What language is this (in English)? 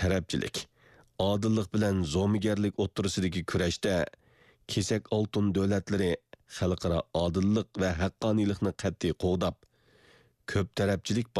Uyghur